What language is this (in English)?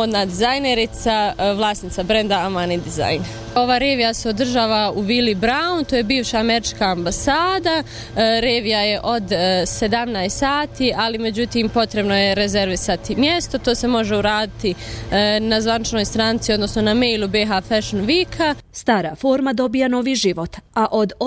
Bosnian